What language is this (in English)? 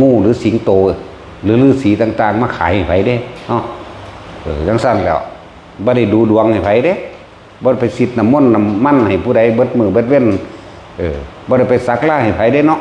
Northeastern Thai